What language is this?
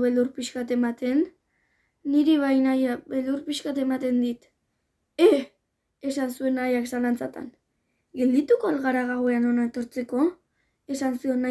Basque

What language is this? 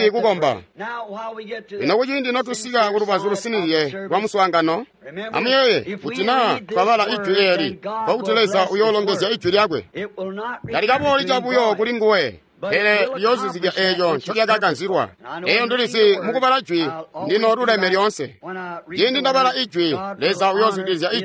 Tonga (Zambia)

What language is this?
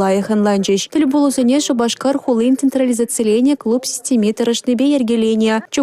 Chuvash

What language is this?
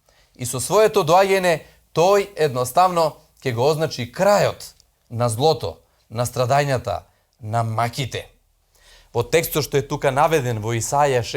Macedonian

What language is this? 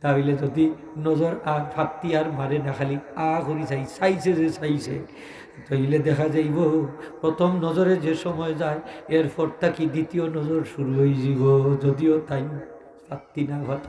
Sylheti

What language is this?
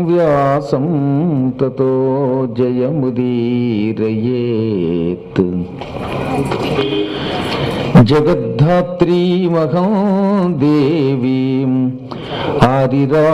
Telugu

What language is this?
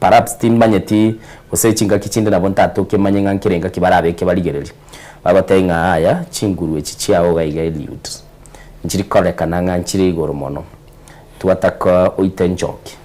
Gusii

